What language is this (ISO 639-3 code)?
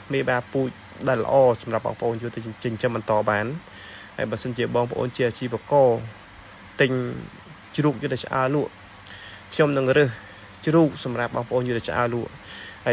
khm